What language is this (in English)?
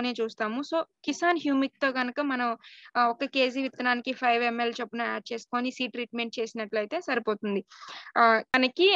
Telugu